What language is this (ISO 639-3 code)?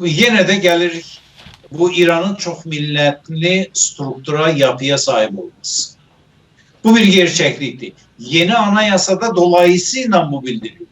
azb